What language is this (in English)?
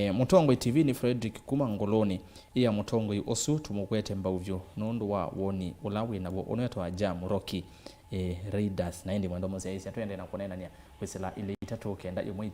Kamba